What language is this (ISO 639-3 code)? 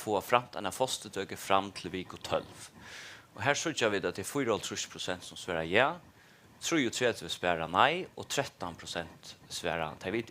fao